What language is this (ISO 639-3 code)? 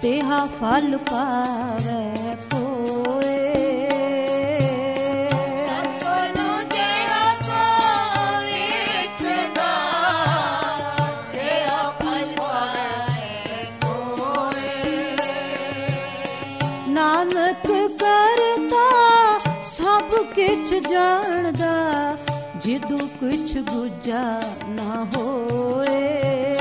pan